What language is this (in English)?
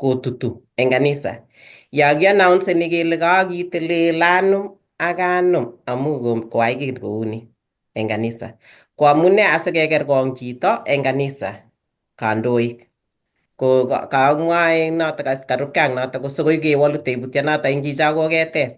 Kalenjin